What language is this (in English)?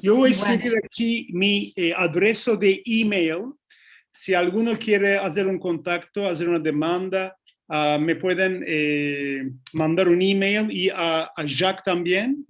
Ladino